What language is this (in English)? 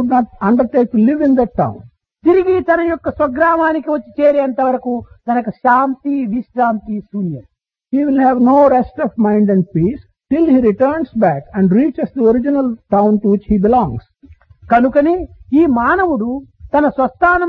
Telugu